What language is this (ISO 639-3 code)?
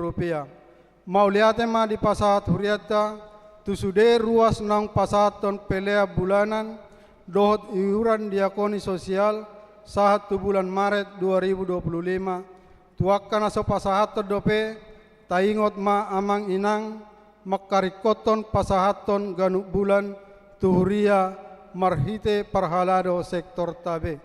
bbc